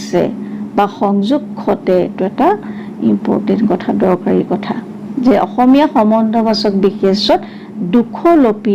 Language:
Assamese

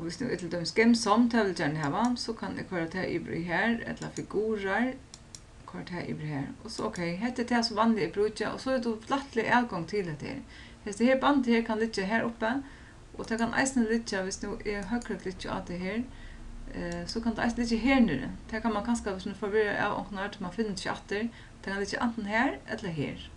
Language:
Faroese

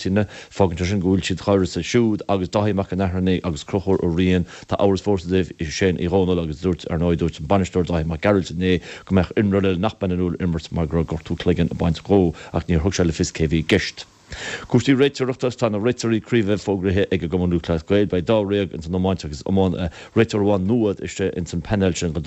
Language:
Irish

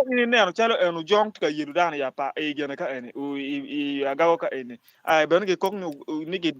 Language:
Acoli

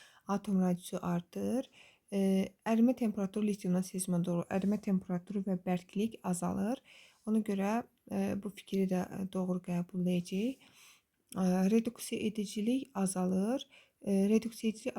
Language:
Azerbaijani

